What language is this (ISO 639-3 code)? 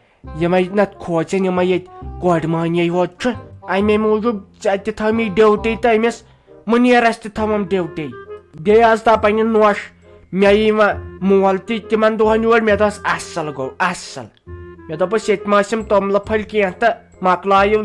kas